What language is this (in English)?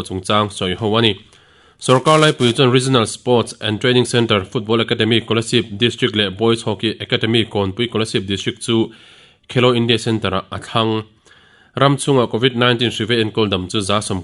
Mizo